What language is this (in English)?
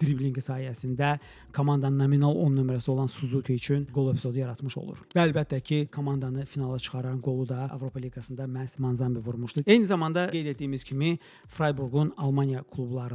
Azerbaijani